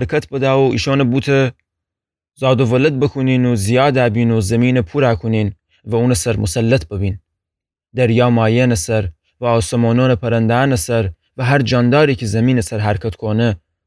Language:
Gilaki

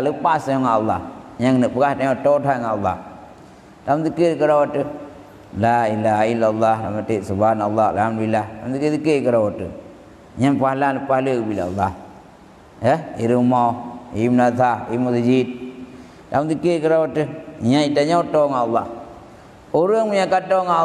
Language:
Achinese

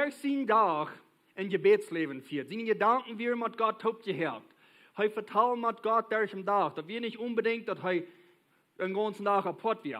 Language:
Plautdietsch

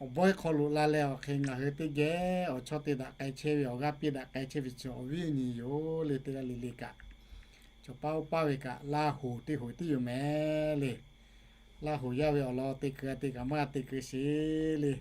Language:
Lahu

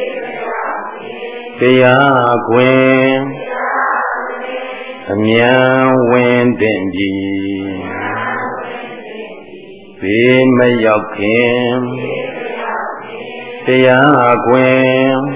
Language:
Burmese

